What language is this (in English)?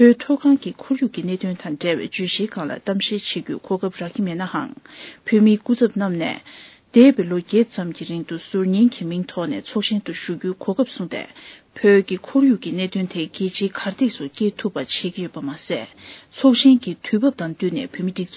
Tibetan